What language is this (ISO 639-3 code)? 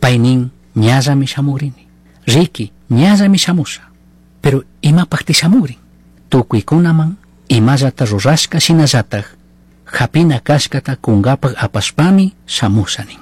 qug